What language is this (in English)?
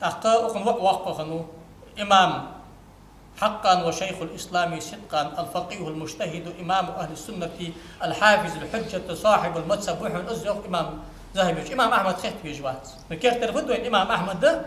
Ingush